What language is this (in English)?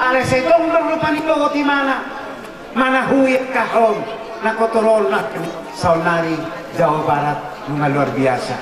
Batak Toba